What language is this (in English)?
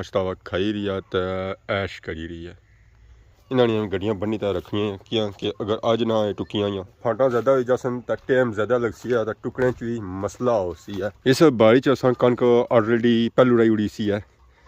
Pahari-Potwari